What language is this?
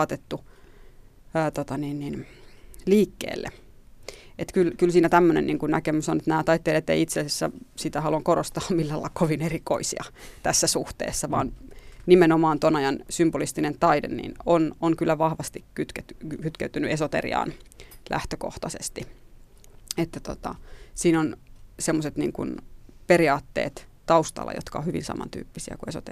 Finnish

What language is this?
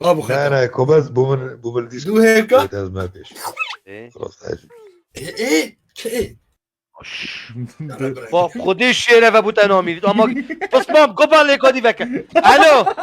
Kurdish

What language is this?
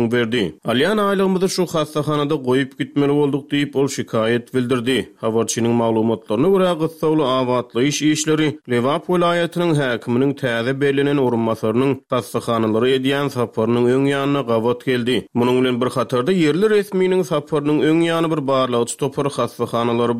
Turkmen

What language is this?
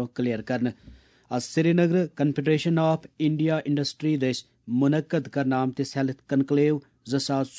Kashmiri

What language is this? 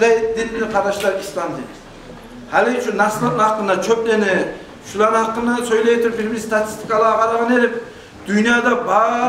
Kumyk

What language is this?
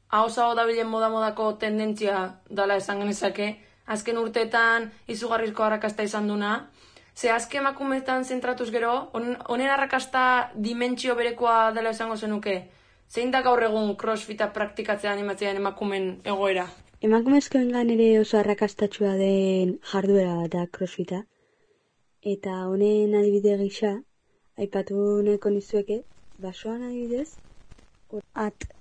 Basque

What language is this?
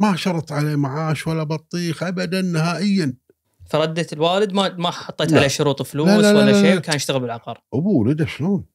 Gulf Arabic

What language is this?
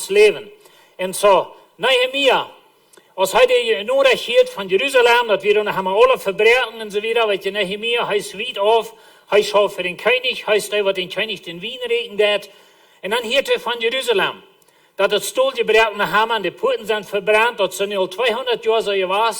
Plautdietsch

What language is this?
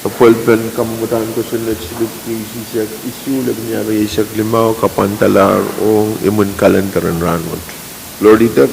Pohnpeian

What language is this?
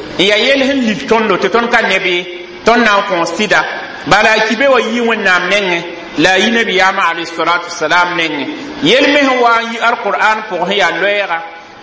Mossi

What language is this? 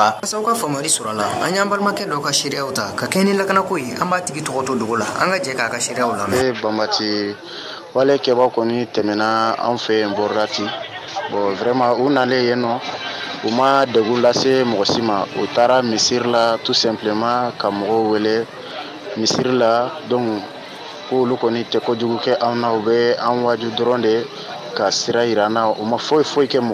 Bambara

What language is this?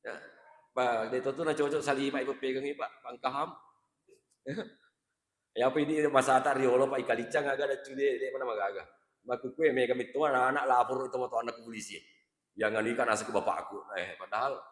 Buginese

